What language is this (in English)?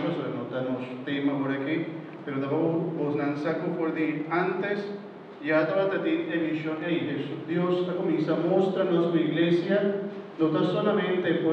Papiamento